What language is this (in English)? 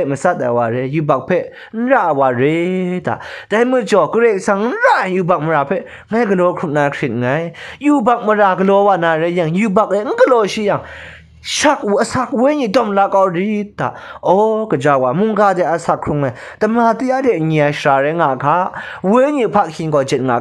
Kachin